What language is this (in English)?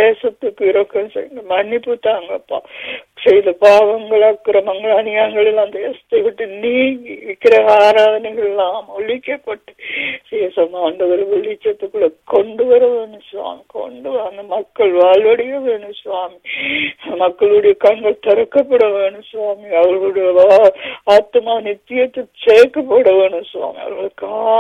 Tamil